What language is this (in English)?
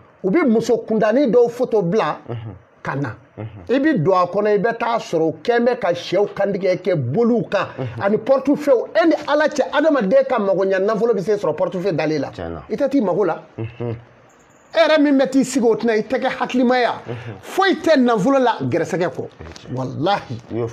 Bambara